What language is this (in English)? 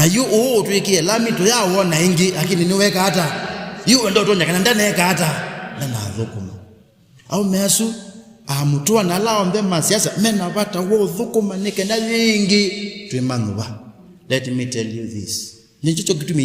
Kamba